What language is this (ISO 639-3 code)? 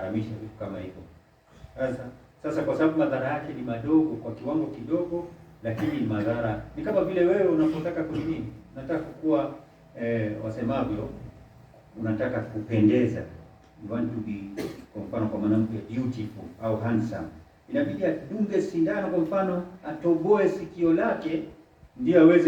swa